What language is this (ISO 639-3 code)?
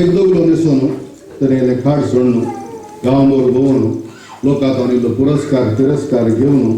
kok